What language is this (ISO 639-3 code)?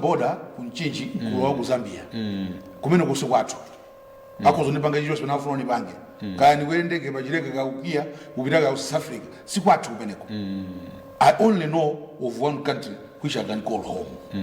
nya